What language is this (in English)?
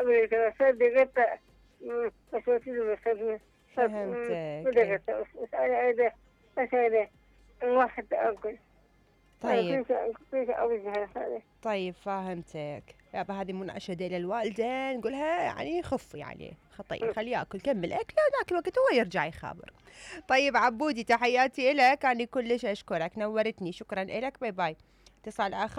Mesopotamian Arabic